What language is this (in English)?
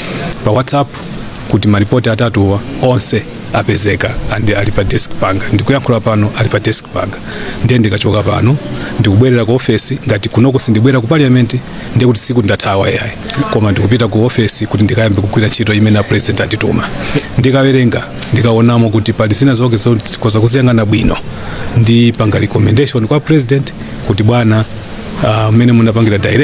Nyanja